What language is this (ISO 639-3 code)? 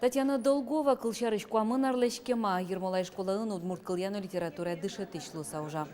udm